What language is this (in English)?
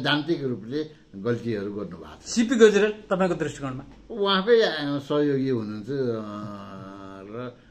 Nepali